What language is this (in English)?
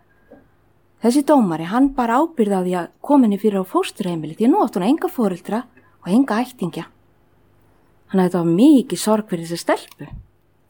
Icelandic